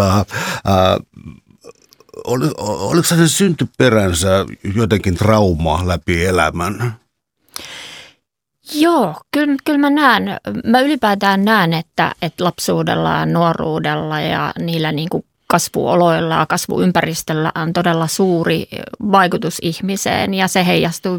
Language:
Finnish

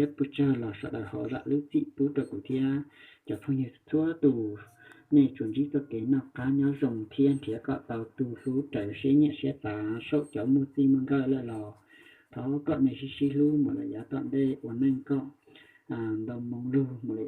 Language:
Hmong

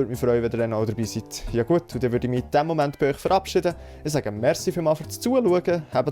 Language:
Swiss German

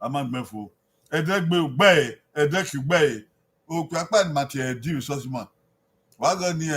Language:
Bini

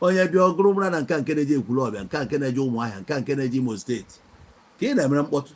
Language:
Igbo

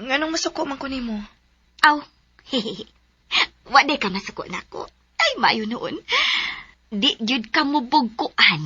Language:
Cebuano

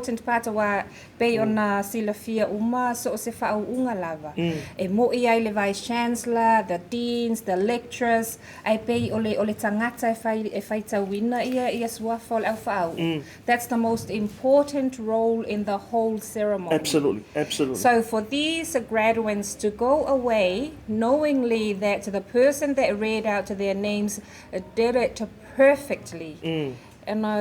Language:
Samoan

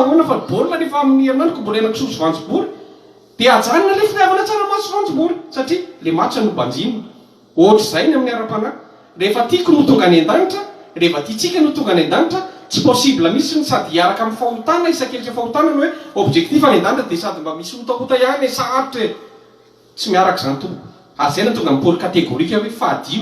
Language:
Malagasy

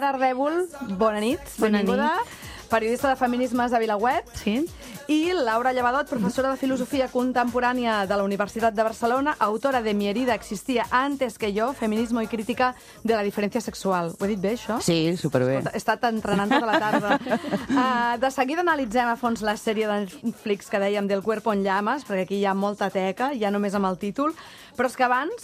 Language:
Catalan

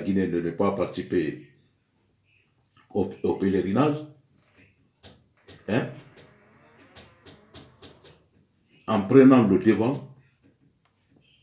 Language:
French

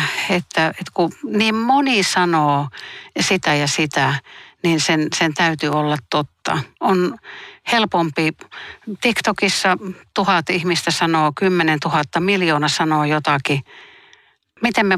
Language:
Finnish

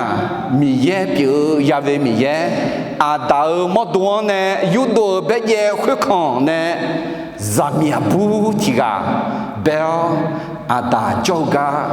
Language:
Akha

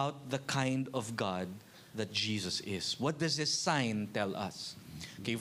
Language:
Filipino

